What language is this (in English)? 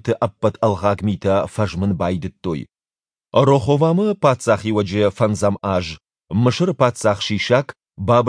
Ossetic